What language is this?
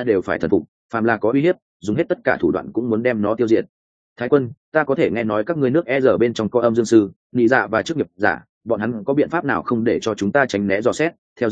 Vietnamese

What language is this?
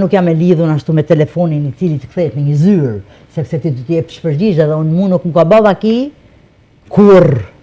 Albanian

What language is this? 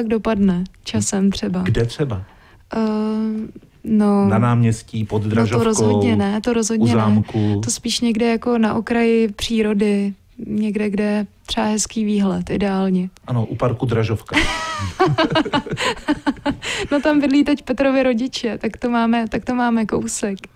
Czech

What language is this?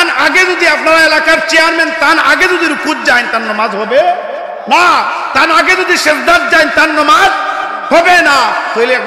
Sylheti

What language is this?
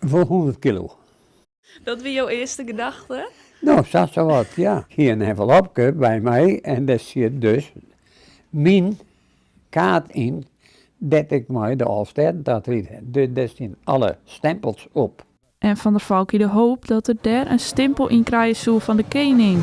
Western Frisian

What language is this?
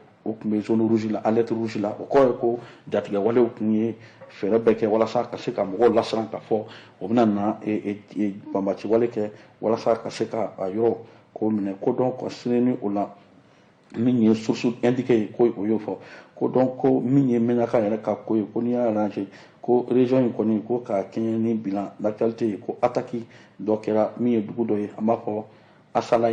Bambara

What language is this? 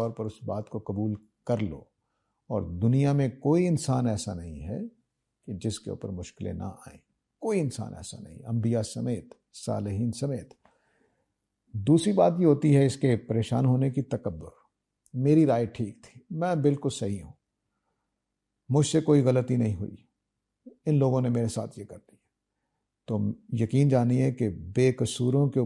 Urdu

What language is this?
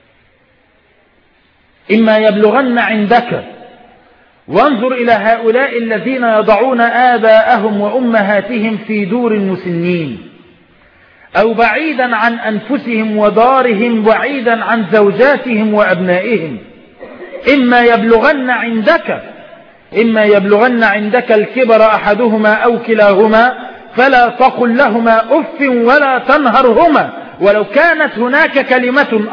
Arabic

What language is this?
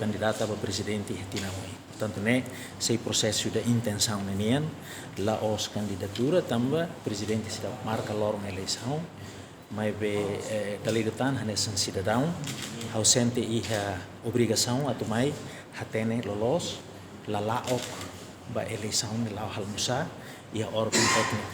Tetum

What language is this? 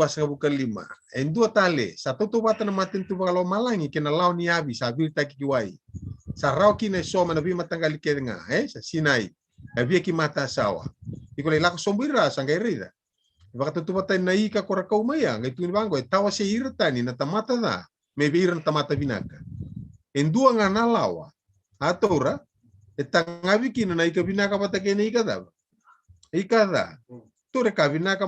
Fijian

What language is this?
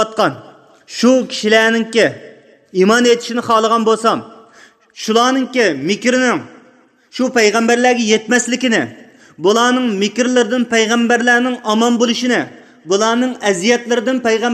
Uyghur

